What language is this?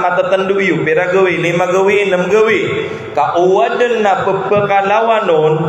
Maranao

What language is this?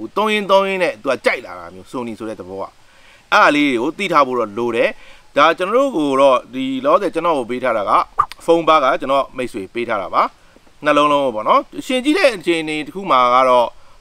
Burmese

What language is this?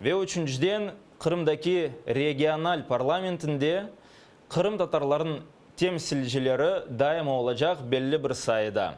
Crimean Tatar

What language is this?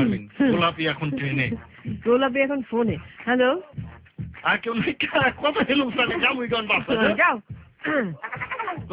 Bangla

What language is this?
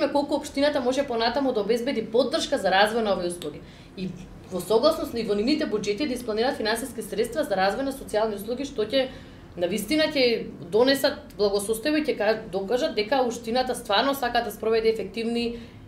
Macedonian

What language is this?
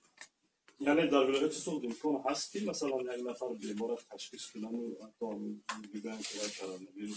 Tajik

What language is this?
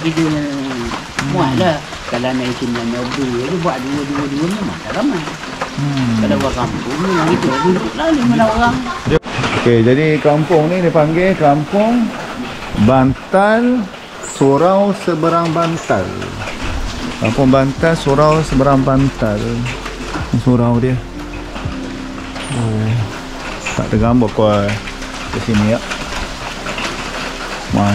Malay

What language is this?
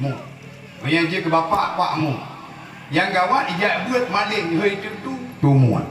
Achinese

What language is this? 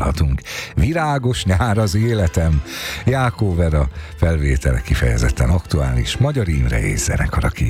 Hungarian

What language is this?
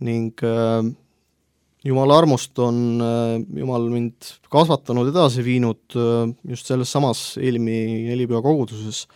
Estonian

